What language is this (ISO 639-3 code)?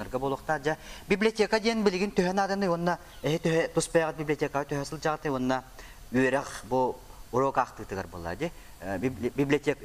sah